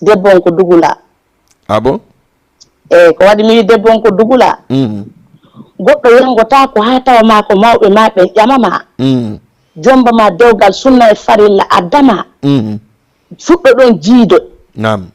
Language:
Fula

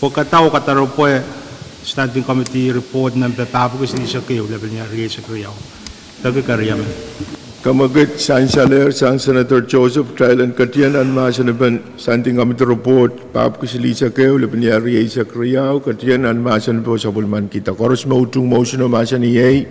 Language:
Pohnpeian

